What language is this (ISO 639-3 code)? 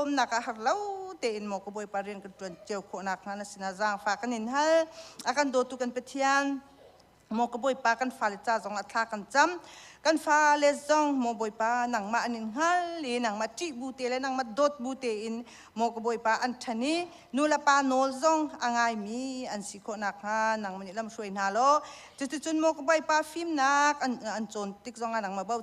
cnh